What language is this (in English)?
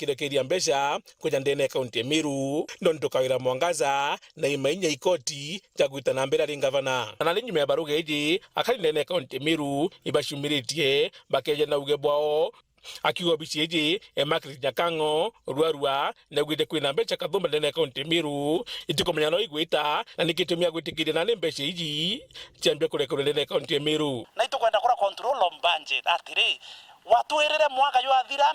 Meru